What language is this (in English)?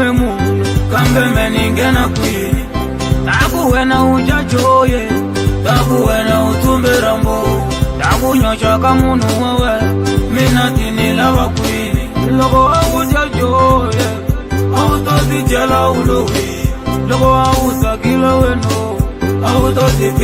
Tsonga